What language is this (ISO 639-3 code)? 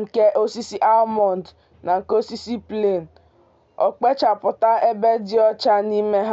ibo